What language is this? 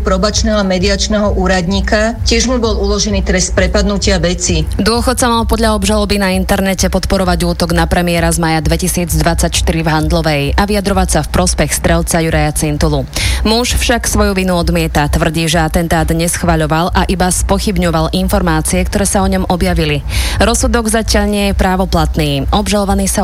Slovak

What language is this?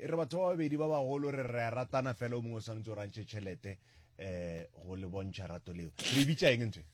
Northern Sotho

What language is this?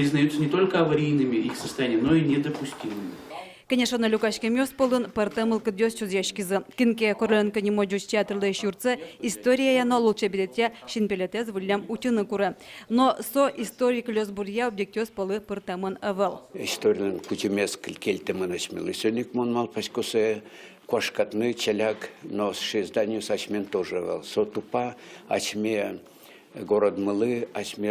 Udmurt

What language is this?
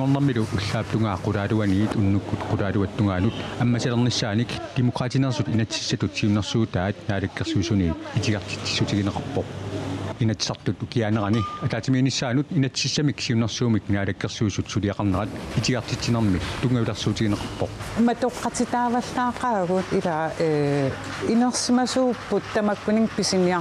Kalaallisut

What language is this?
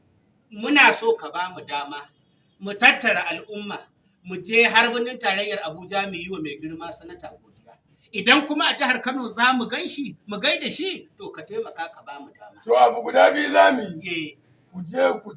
Hausa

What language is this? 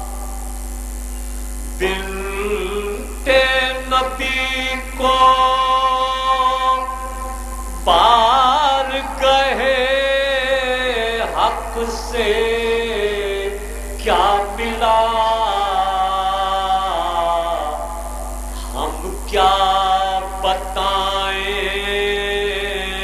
Urdu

